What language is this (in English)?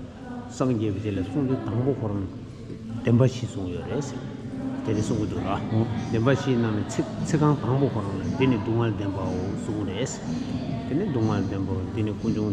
Tibetan